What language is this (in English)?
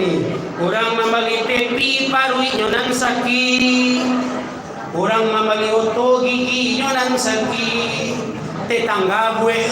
Minangkabau